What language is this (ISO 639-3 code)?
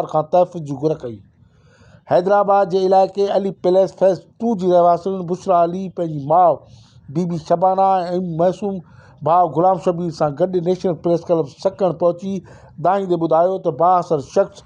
snd